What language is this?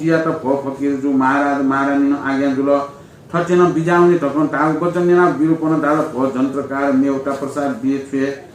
Newari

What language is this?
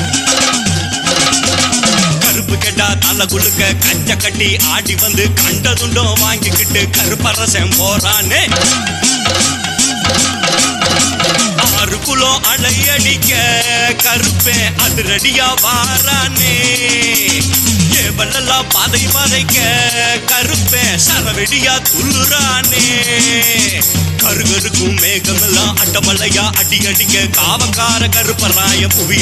Tamil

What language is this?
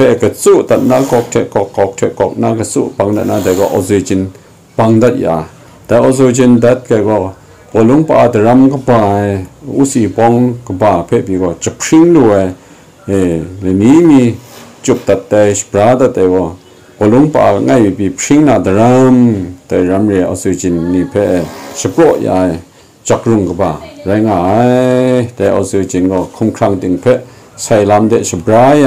Kachin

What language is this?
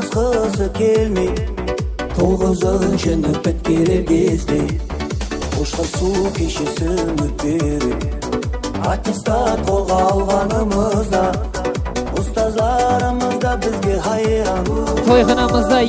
Kara-Kalpak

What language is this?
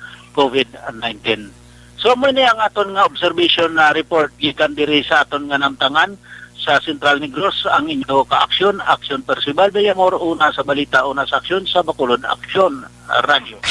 Hiligaynon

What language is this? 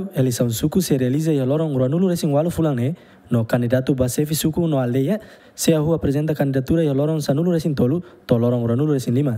Tetum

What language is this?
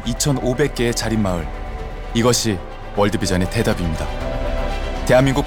Korean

